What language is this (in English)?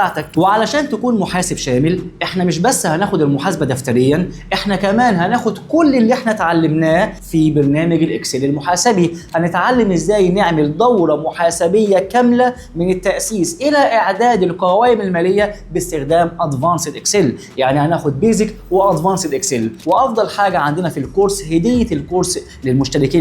Egyptian Arabic